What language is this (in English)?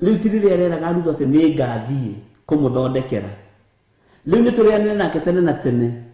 Kikuyu